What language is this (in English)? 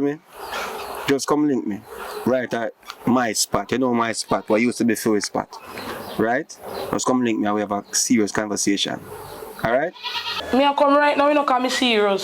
Jamaican Creole English